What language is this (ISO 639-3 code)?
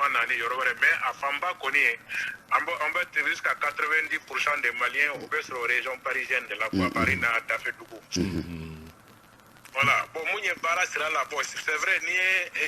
bam